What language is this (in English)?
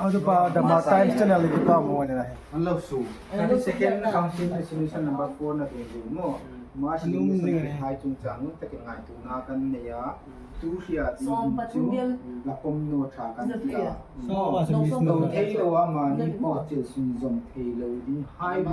Hmar